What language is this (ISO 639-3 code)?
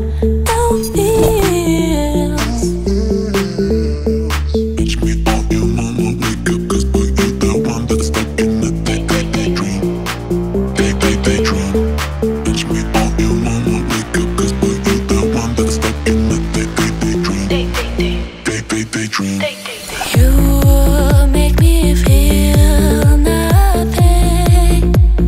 eng